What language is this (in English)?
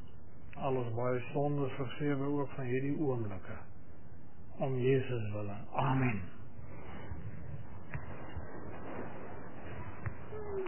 Afrikaans